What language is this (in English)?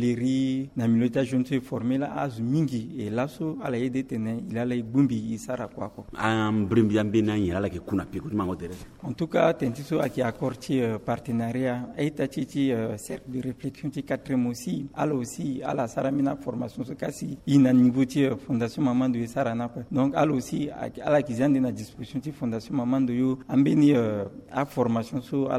Sango